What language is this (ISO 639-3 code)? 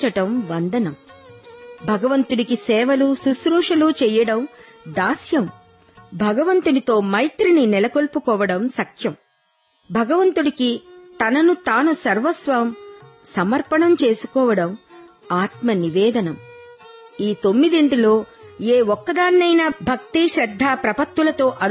tel